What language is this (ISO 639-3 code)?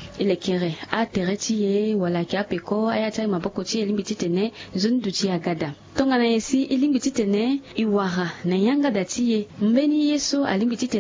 sag